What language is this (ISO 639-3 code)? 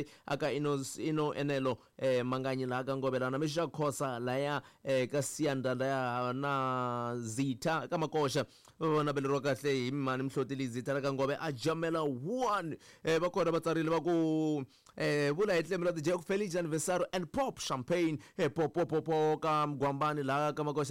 tso